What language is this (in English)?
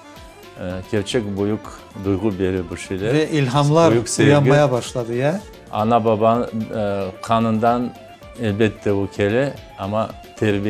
Crimean Tatar